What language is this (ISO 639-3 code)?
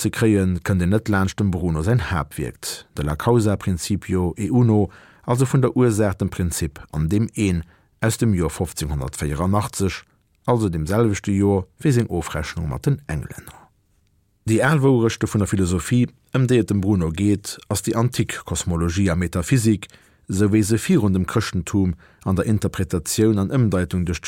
ltz